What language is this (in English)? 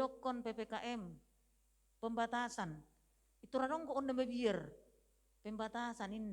Batak Toba